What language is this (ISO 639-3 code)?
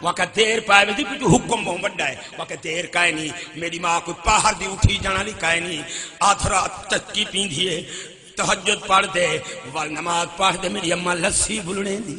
skr